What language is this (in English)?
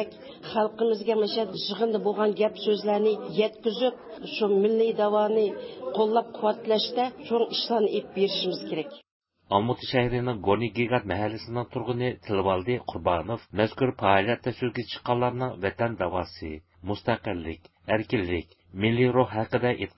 Uyghur